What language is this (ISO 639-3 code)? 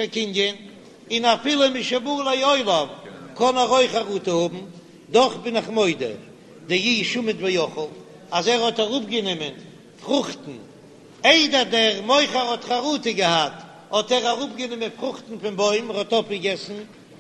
yid